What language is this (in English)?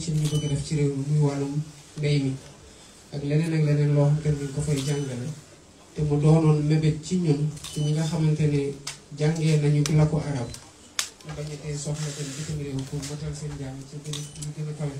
Wolof